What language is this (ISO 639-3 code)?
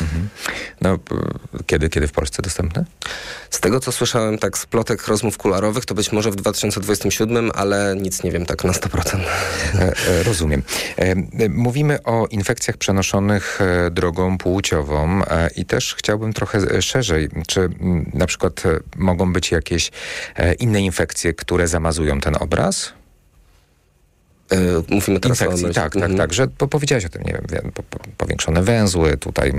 pol